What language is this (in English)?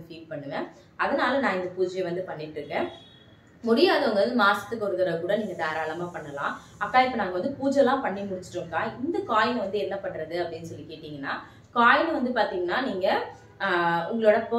Tamil